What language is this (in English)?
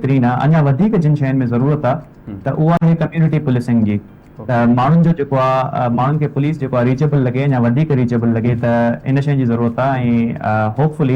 Sindhi